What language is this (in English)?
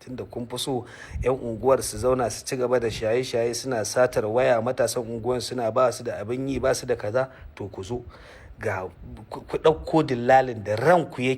Hausa